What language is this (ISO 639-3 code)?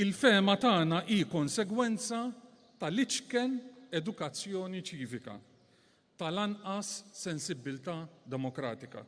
mlt